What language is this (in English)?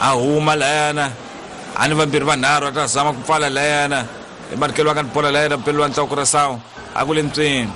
Tsonga